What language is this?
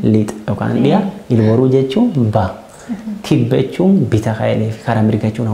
Oromo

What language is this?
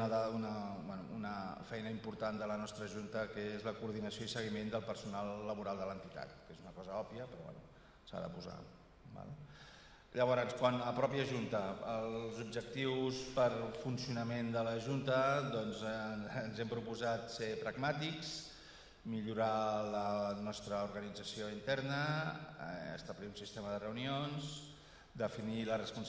Catalan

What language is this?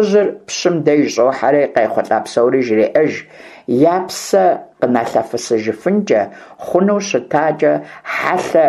Kabardian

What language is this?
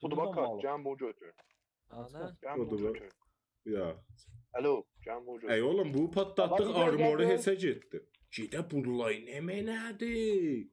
South Azerbaijani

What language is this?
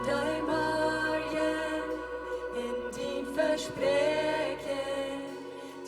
Plautdietsch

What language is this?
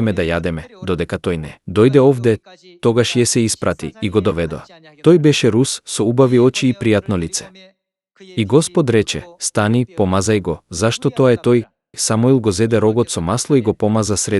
Macedonian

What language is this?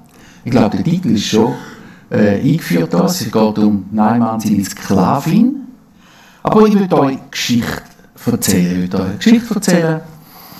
Swiss German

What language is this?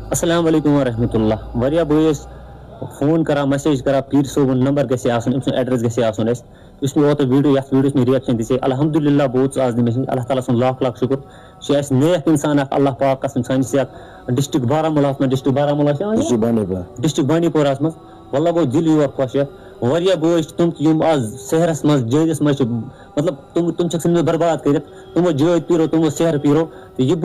Kashmiri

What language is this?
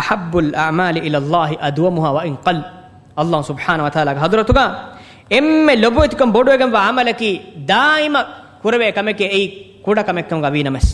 Divehi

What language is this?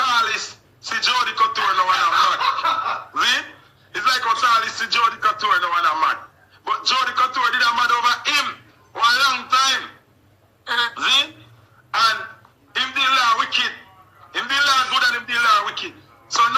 Jamaican Creole English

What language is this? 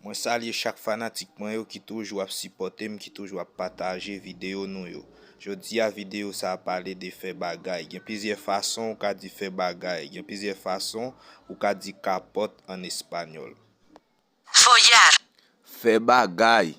Haitian Creole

